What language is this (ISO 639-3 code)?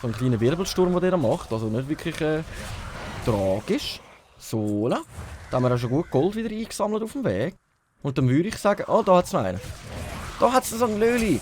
gsw